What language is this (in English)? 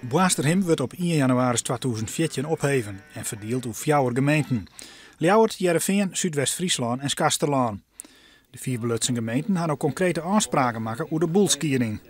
Western Frisian